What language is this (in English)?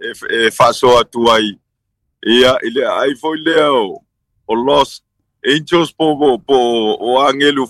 Samoan